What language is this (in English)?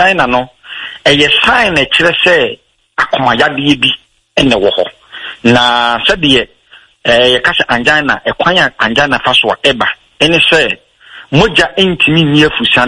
Akan